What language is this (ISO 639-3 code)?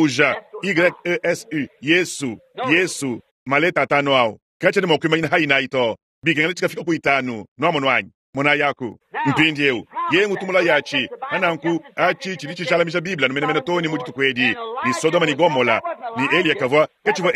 lua